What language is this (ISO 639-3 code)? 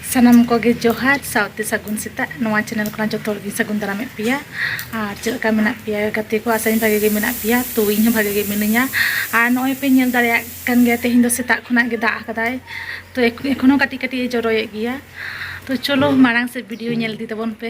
sat